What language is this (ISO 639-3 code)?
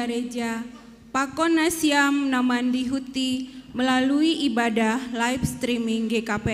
bts